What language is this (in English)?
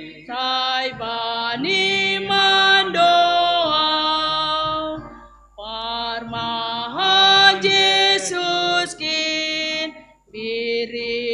Batak Simalungun